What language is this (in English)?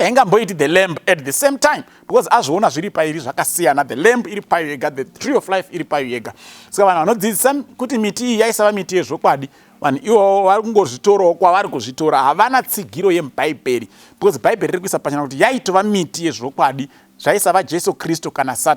Shona